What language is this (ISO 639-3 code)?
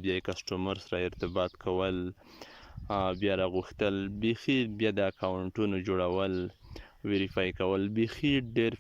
pus